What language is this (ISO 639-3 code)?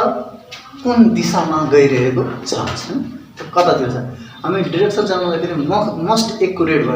nep